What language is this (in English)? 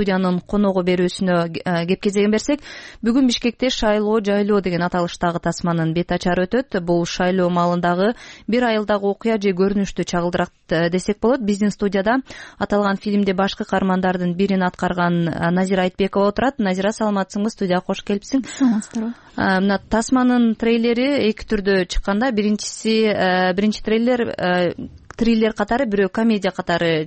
Kyrgyz